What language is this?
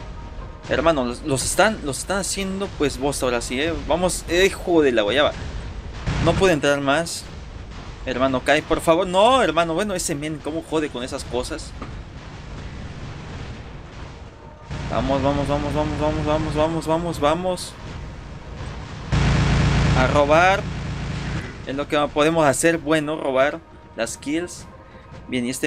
Spanish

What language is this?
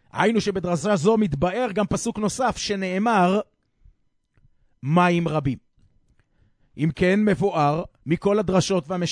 Hebrew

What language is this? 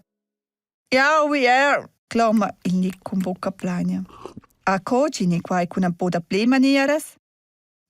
Romansh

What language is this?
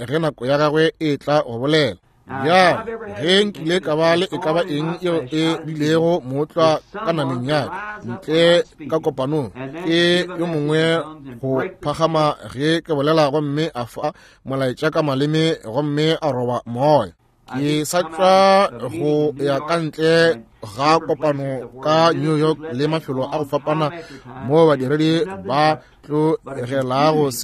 Northern Sotho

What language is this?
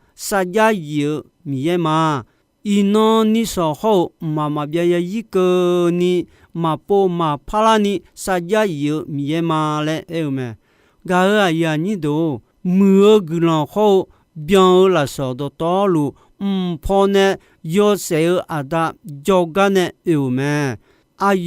Akha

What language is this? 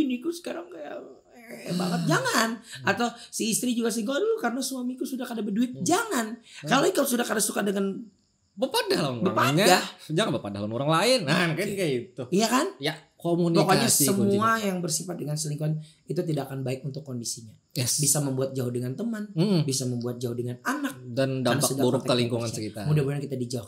Banjar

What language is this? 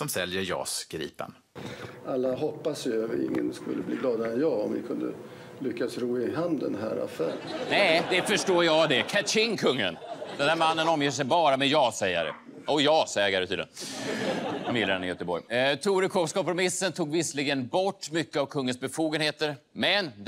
Swedish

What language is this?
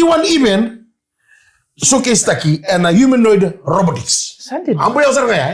Fijian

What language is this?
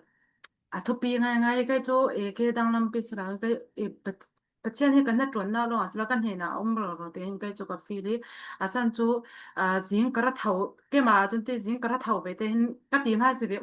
Falam Chin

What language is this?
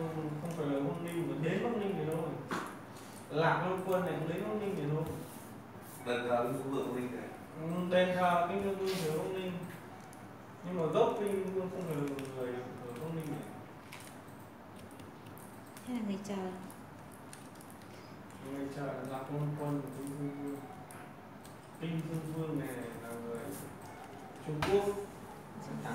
Vietnamese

